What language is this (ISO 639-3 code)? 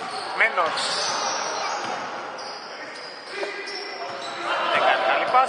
ell